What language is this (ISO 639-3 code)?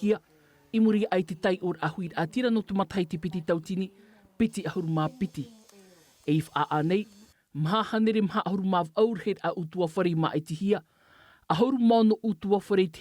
tah